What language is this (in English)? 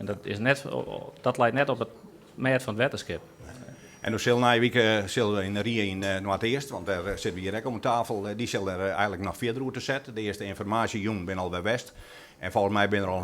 Western Frisian